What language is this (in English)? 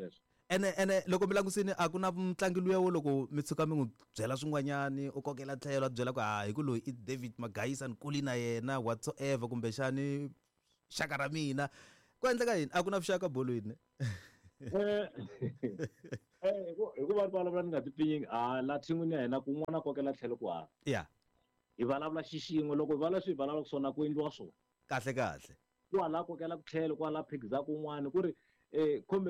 Tsonga